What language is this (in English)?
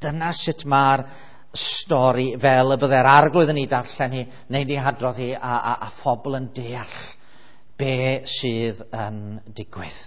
Welsh